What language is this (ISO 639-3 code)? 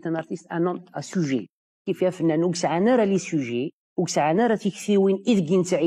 kab